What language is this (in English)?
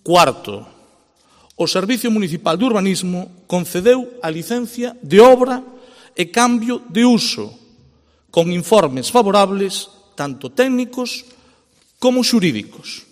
Galician